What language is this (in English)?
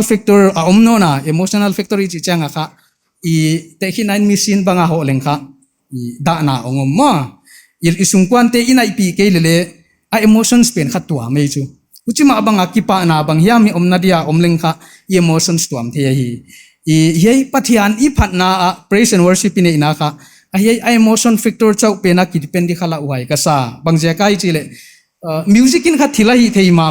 Paite Chin